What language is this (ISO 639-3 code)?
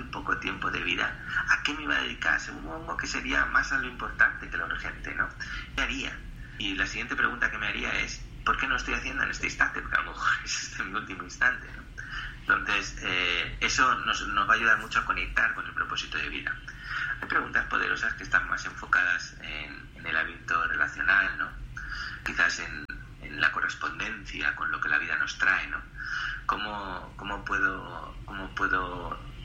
spa